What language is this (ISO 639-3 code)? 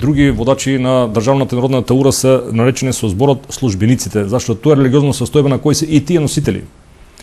mkd